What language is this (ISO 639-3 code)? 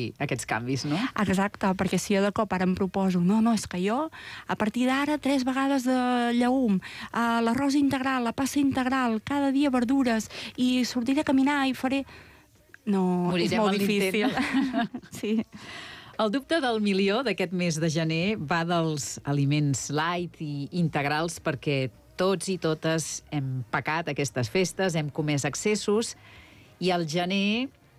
cat